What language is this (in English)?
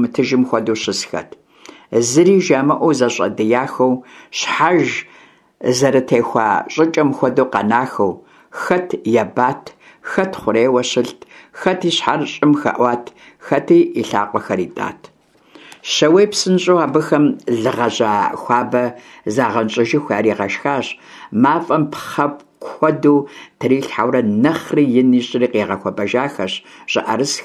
Kabardian